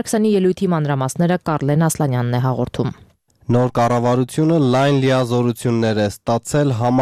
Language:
Armenian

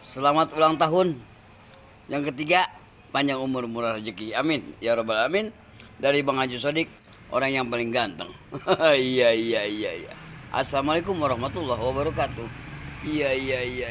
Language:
Betawi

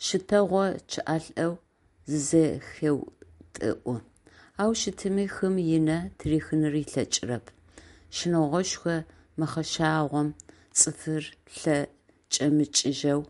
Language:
Adyghe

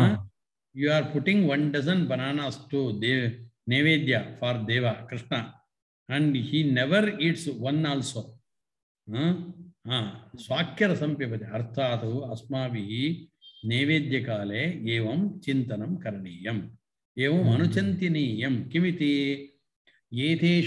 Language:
Sanskrit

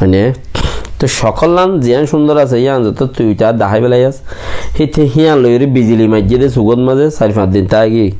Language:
Rohingya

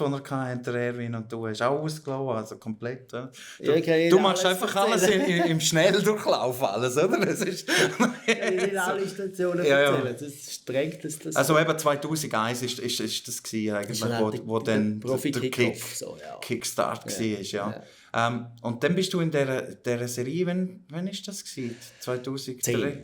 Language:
Swiss German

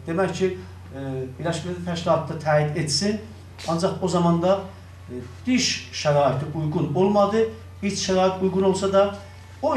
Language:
South Azerbaijani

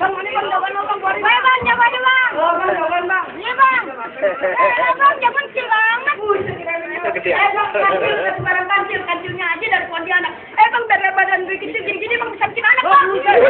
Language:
Betawi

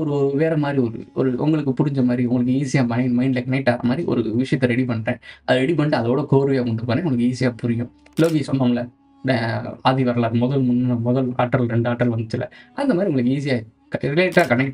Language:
Tamil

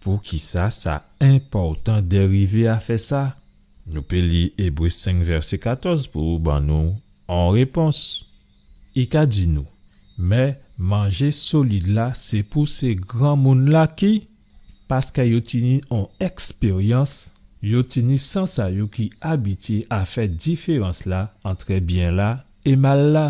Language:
Guadeloupean Creole French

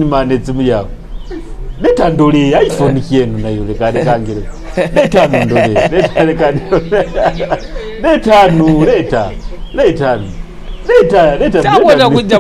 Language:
Nyoro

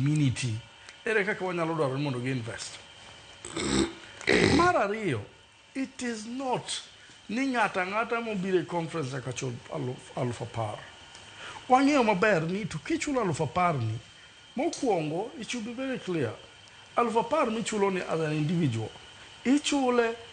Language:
Luo (Kenya and Tanzania)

